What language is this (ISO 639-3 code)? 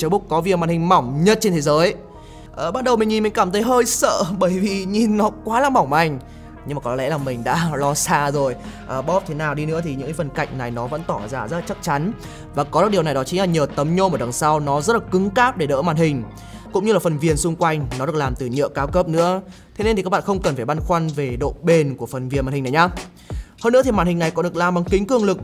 vie